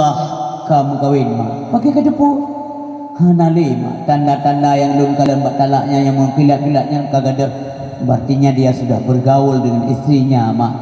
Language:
Achinese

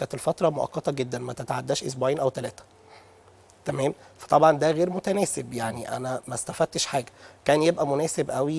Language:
Egyptian Arabic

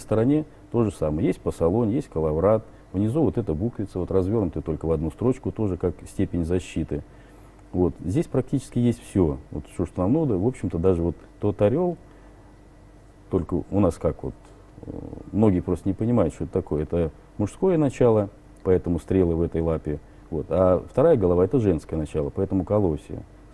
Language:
Russian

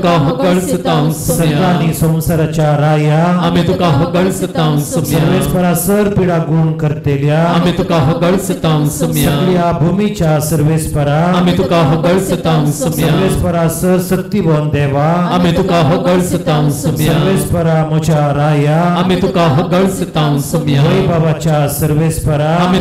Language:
Konkani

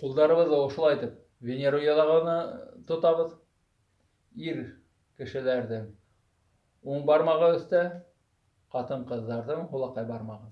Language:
Bashkir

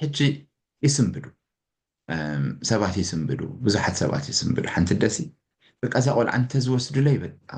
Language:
Tigrinya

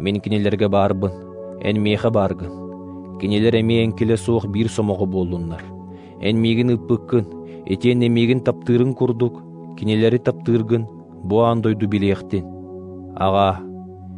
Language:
Yakut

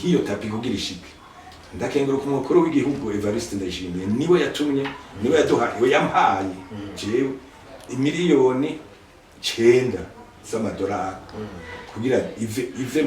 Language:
Rundi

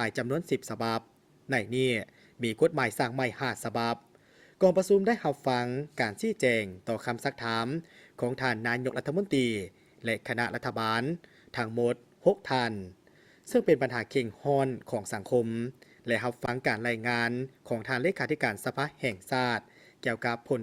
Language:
Lao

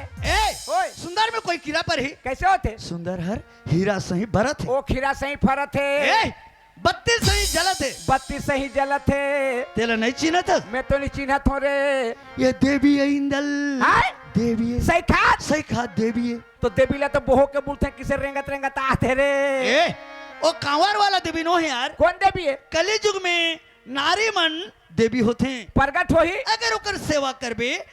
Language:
Chhattisgarhi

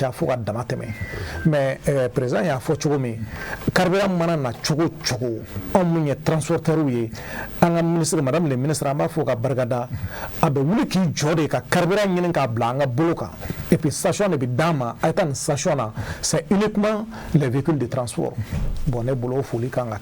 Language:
Bambara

